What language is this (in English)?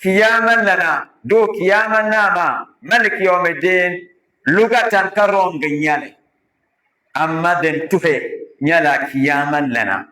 Dagbani